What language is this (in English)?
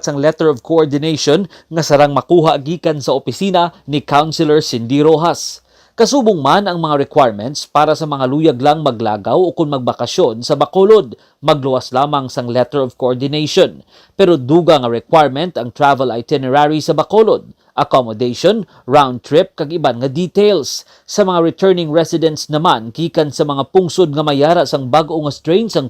Hiligaynon